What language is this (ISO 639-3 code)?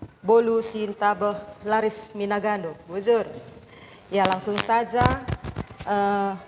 btx